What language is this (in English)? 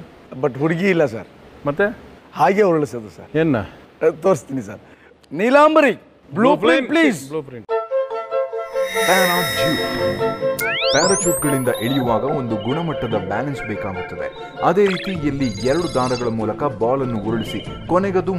Kannada